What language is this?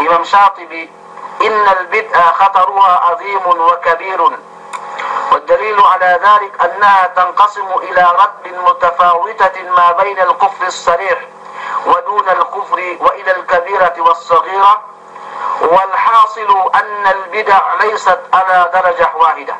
Yakan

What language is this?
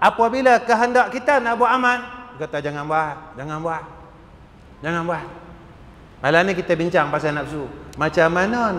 Malay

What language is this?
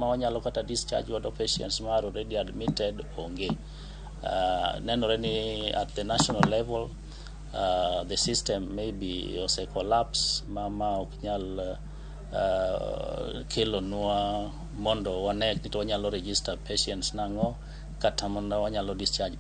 Luo (Kenya and Tanzania)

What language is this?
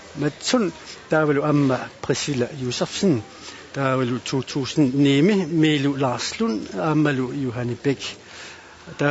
Kalaallisut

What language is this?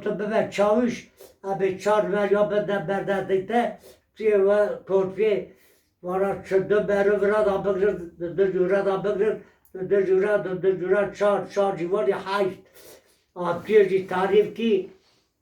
Kurdish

